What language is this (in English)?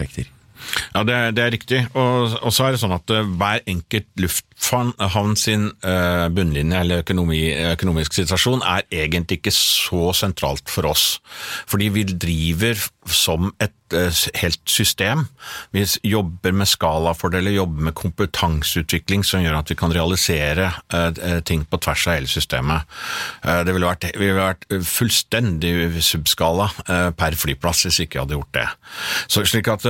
Norwegian